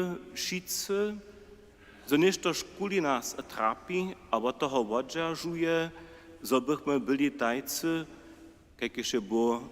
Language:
Upper Sorbian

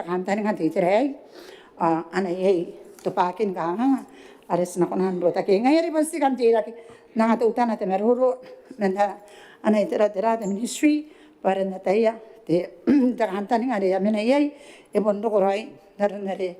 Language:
Gilbertese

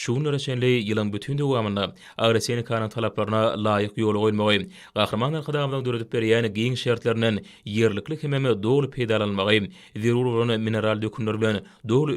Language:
Turkmen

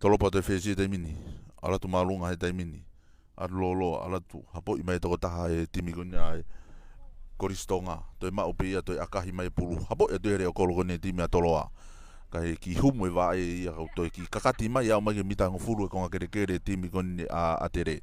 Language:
Tongan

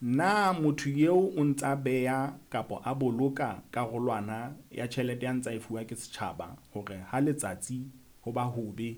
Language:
Southern Sotho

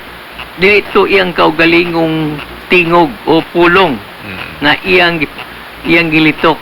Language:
Cebuano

